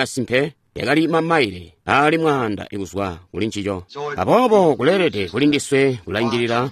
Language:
Tonga (Zambia)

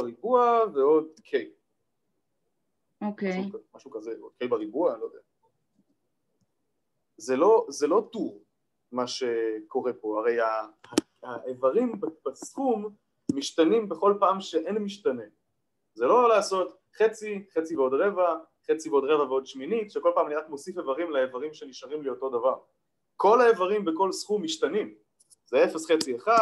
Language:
Hebrew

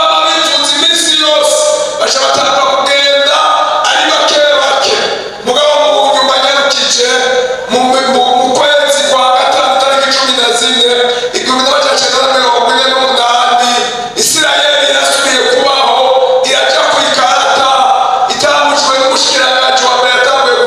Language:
Rundi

